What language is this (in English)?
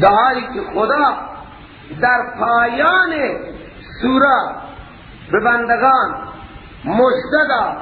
Persian